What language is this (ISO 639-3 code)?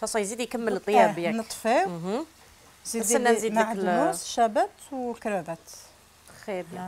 arq